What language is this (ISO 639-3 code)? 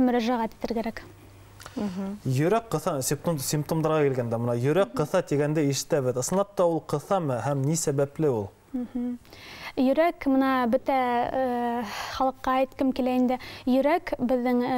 bak